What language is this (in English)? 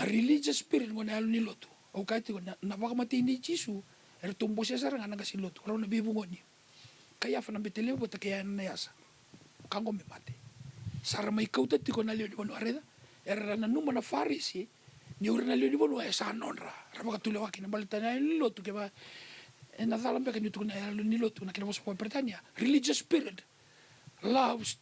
Fijian